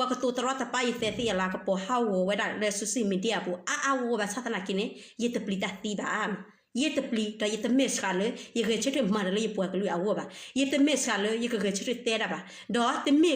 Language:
S'gaw Karen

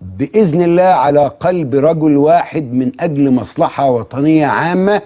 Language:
Egyptian Arabic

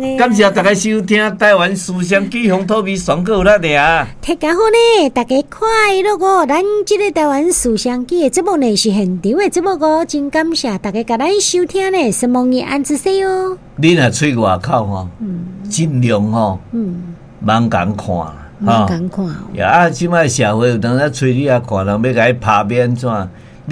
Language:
Min Nan Chinese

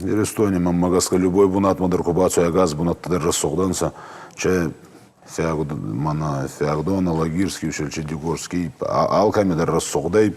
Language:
Ossetic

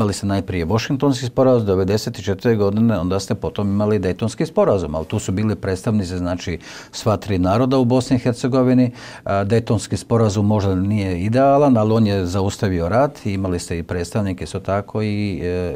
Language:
Croatian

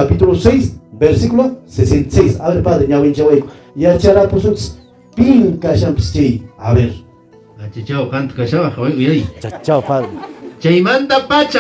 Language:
Quechua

